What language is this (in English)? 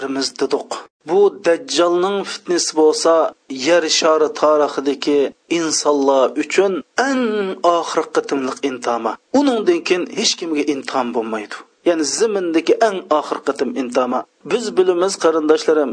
Uyghur